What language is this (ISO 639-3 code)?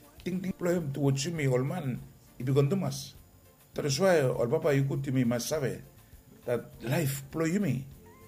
bis